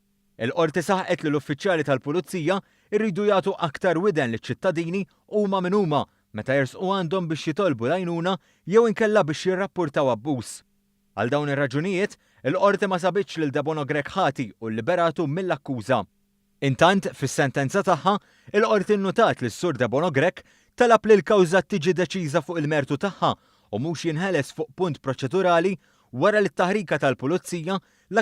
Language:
Maltese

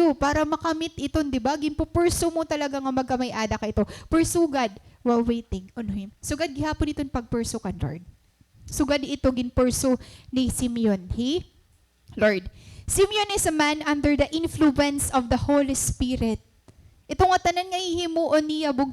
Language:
Waray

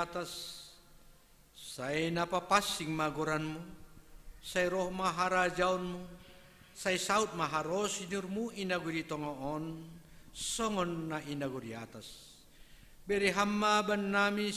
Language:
Batak Simalungun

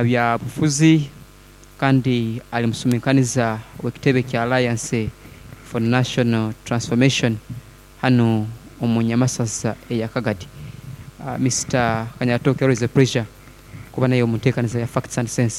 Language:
Nyoro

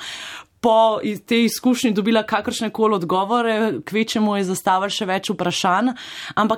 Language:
Slovenian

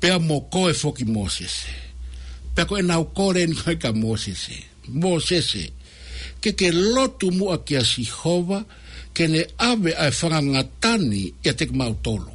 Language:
Tongan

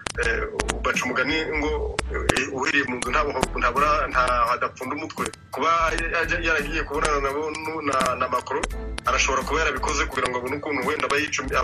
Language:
Kinyarwanda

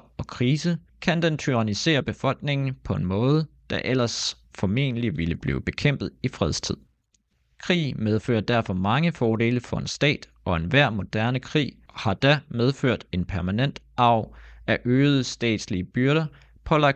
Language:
Danish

